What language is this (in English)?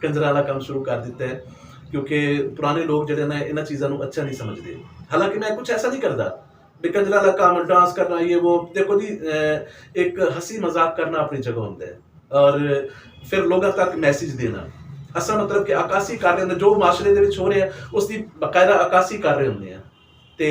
Western Panjabi